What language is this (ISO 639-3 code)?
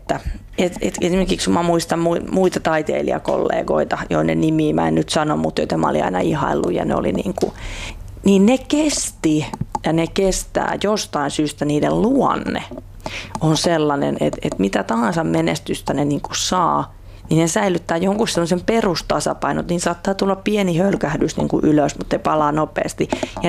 fin